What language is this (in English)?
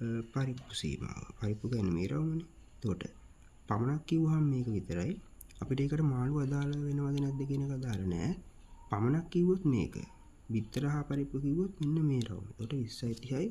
Sinhala